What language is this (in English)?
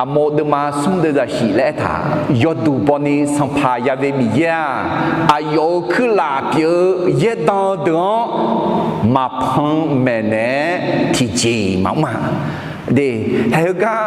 Akha